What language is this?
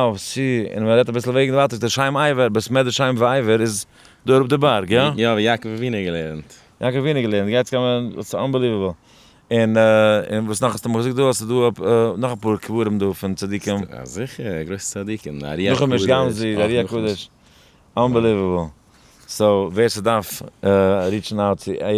Yiddish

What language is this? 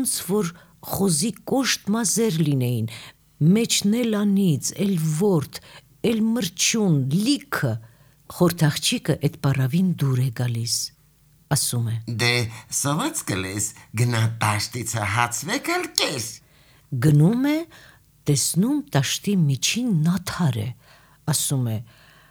Armenian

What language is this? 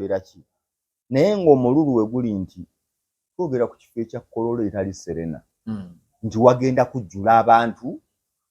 Ganda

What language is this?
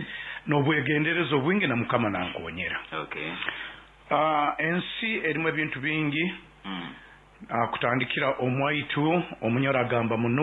Nyoro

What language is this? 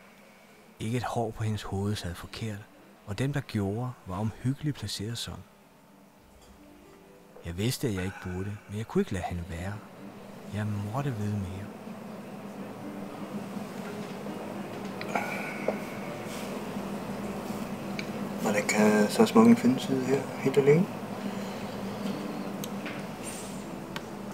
Danish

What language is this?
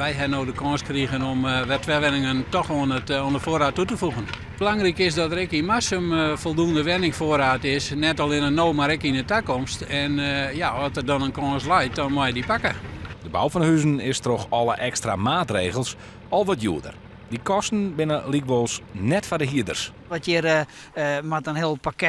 Western Frisian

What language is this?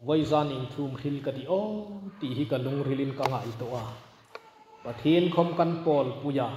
Hmar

